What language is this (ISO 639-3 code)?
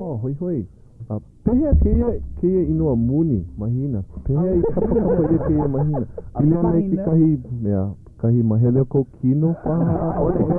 haw